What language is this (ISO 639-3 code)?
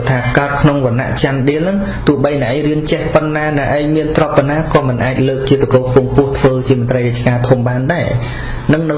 khm